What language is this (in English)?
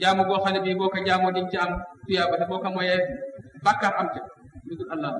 Wolof